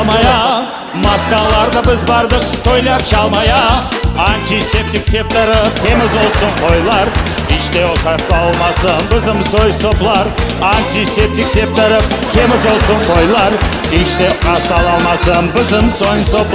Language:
Crimean Tatar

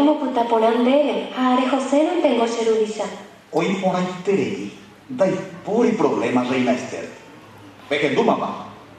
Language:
Guarani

